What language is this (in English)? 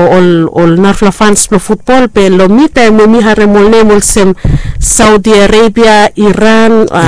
Bislama